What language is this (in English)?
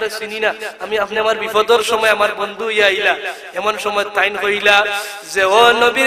Sylheti